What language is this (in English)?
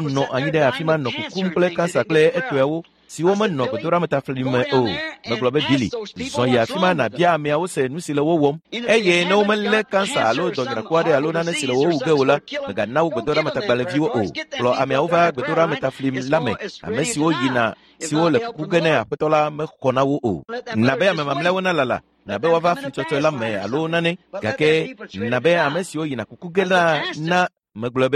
Ewe